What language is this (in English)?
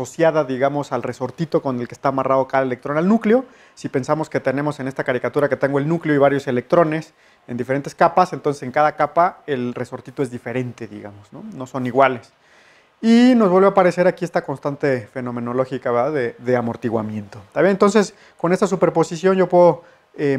Spanish